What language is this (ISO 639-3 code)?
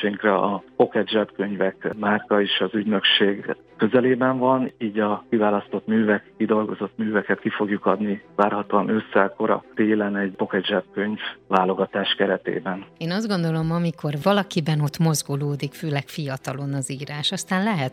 hun